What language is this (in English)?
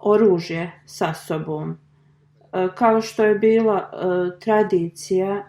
Bosnian